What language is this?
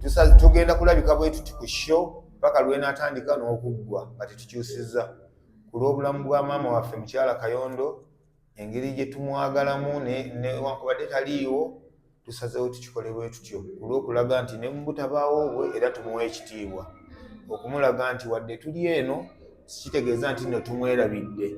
Ganda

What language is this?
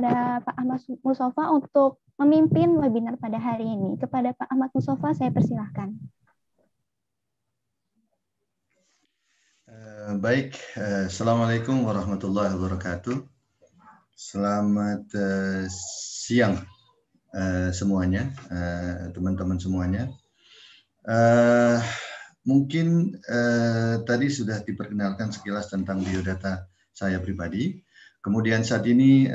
Indonesian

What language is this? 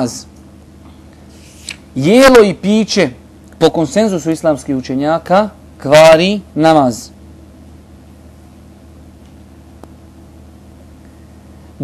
Bosnian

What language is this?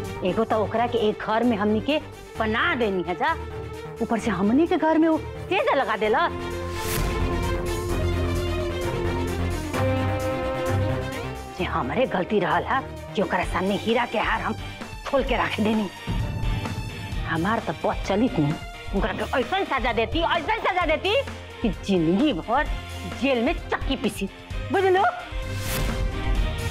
Bhojpuri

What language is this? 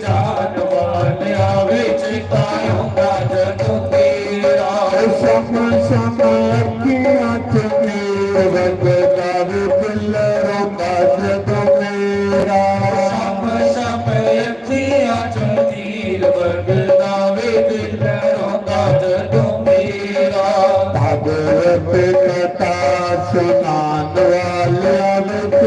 Dogri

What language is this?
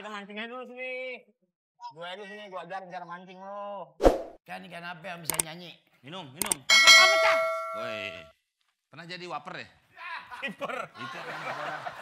Betawi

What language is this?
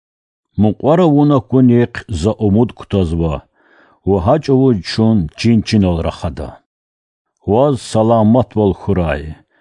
Lezghian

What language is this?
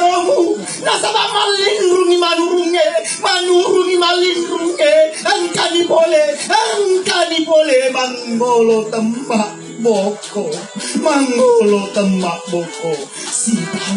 Buginese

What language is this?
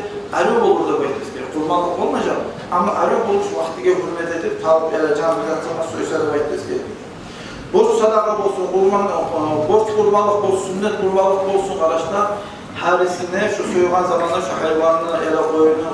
Kumyk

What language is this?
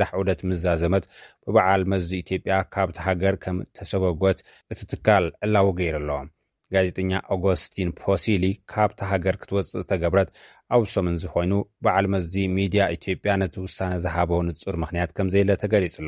Tigrinya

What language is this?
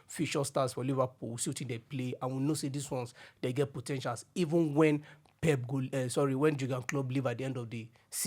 Nigerian Pidgin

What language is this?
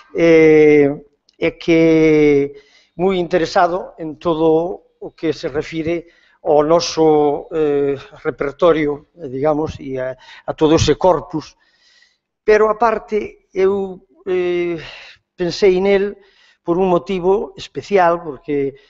Galician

